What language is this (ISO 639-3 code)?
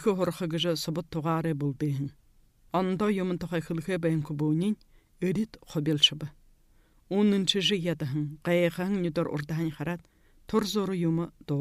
bua